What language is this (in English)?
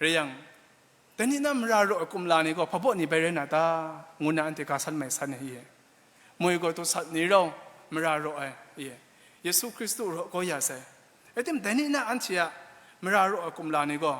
Kachin